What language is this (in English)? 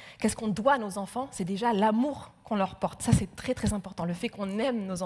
French